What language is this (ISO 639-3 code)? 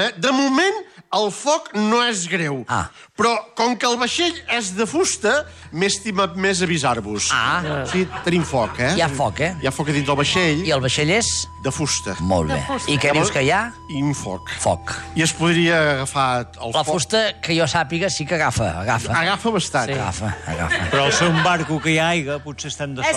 cat